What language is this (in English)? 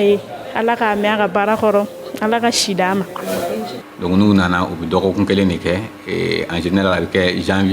Bambara